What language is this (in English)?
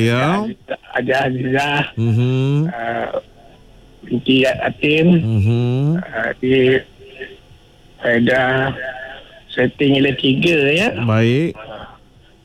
Malay